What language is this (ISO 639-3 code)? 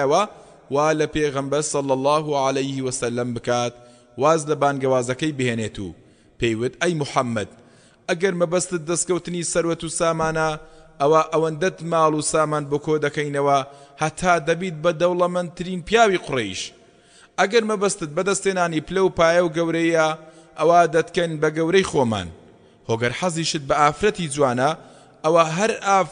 ckb